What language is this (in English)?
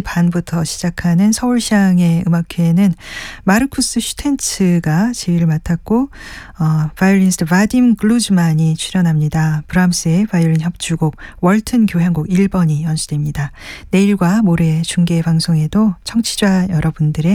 Korean